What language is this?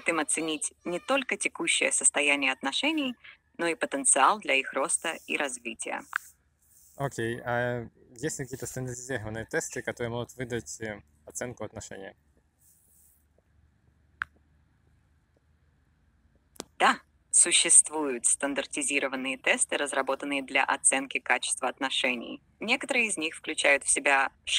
Russian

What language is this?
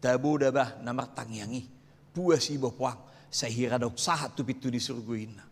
Batak Toba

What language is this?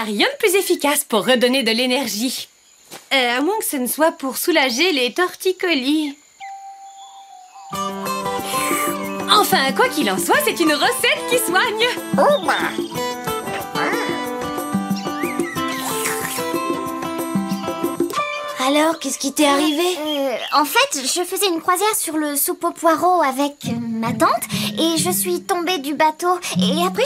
French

